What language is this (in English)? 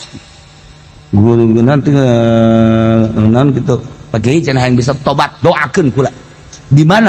Sundanese